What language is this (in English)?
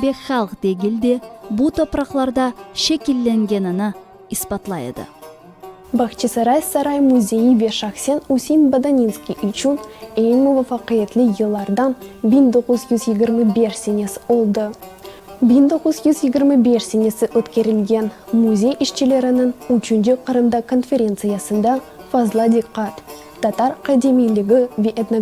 Crimean Tatar